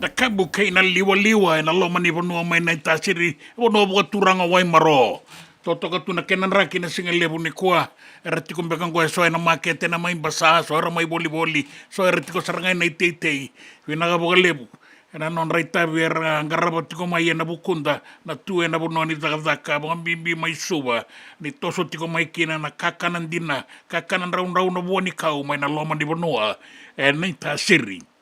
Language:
Fijian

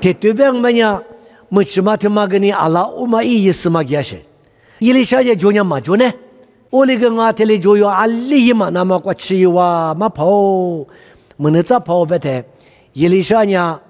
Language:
Lisu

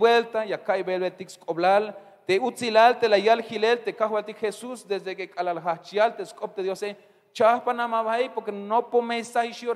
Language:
Tzeltal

